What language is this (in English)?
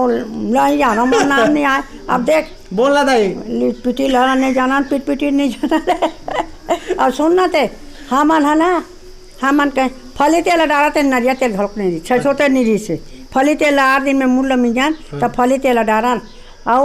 Chhattisgarhi